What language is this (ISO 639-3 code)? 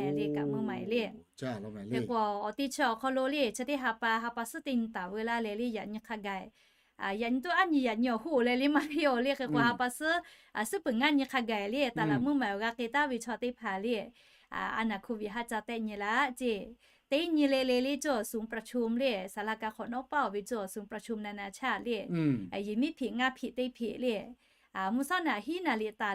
lhu